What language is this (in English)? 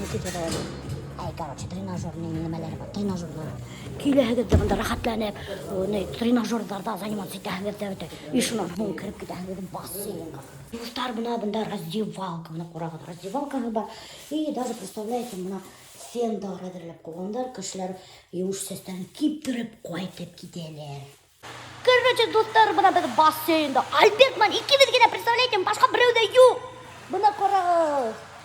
Bashkir